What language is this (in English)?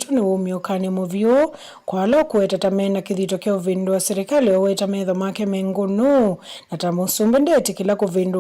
Kamba